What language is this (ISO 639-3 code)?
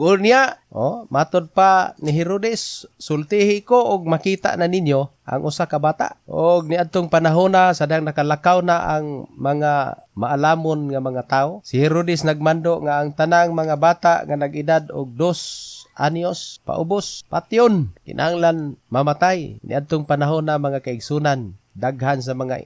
ceb